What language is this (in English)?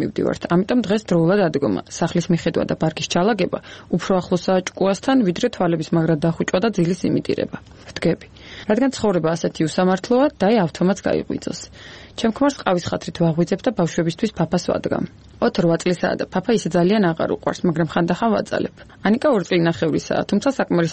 Georgian